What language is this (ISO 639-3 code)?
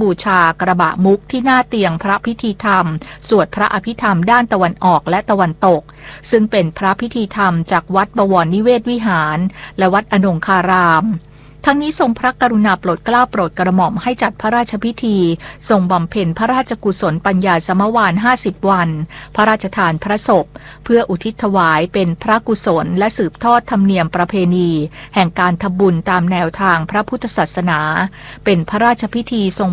tha